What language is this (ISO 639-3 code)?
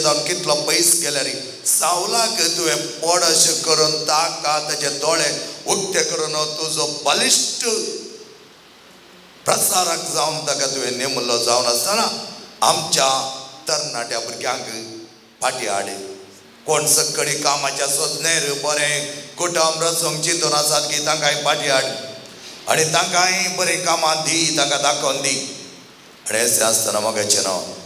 kok